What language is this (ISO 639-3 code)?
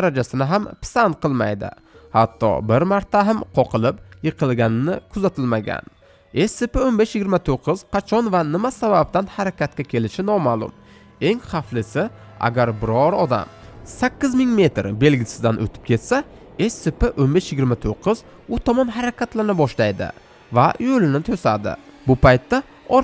uzb